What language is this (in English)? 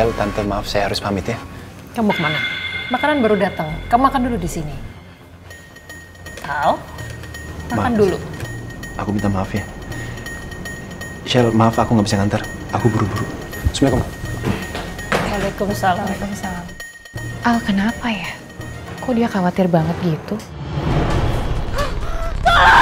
Indonesian